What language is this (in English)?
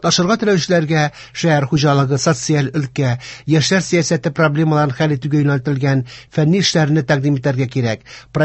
Tatar